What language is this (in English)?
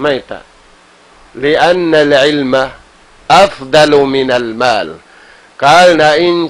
Tausug